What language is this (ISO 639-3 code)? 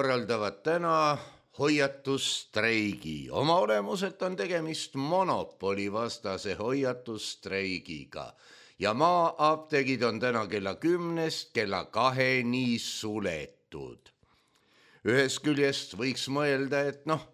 est